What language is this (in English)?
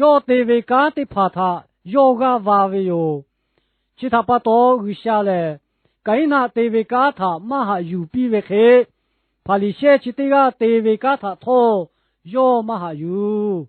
Lahu